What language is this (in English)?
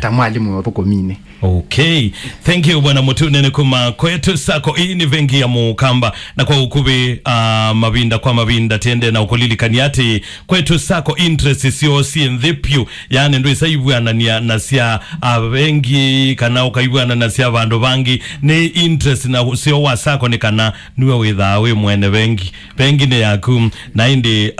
Kamba